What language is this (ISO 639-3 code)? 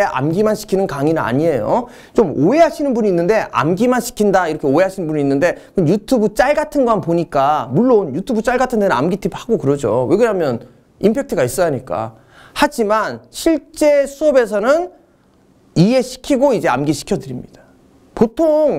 kor